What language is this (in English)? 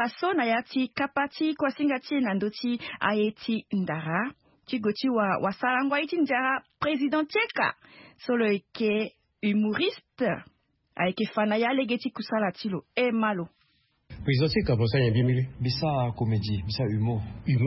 Sango